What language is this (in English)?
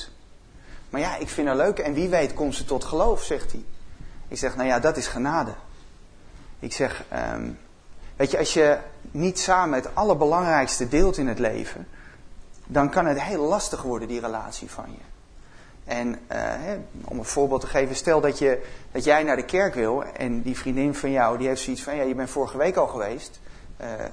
Dutch